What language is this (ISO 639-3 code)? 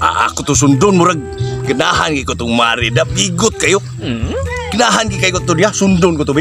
ceb